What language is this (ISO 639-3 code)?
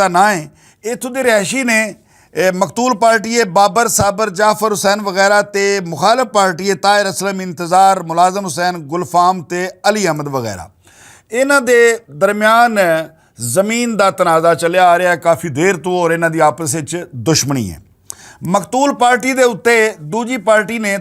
lah